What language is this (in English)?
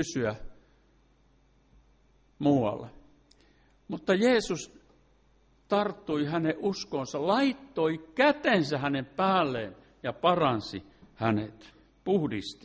Finnish